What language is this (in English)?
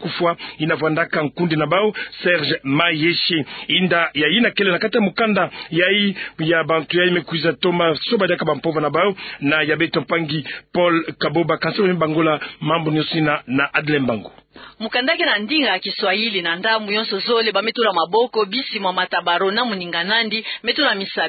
Kituba (Democratic Republic of Congo)